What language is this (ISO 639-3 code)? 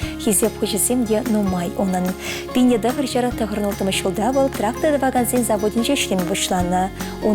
chv